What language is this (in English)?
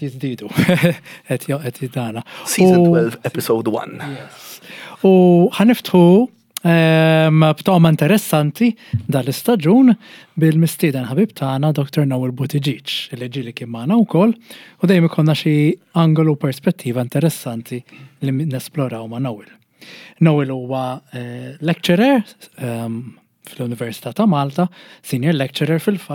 Maltese